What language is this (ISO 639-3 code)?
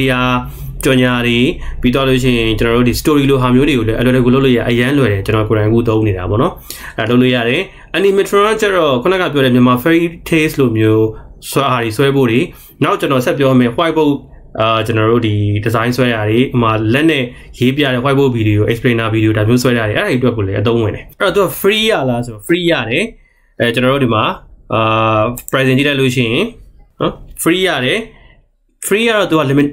mya